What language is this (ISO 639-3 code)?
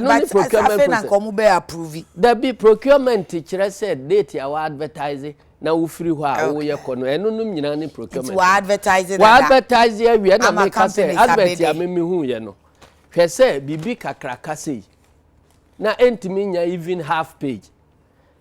aka